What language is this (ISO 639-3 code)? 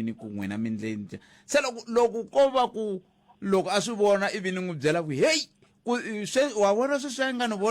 tso